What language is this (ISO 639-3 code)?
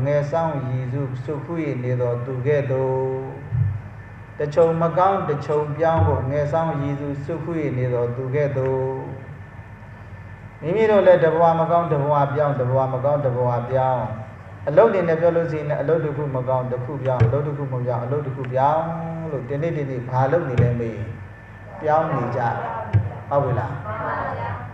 mya